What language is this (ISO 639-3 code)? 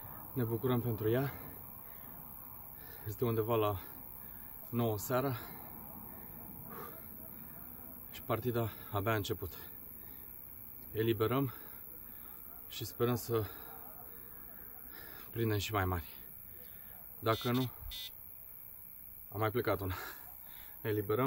ron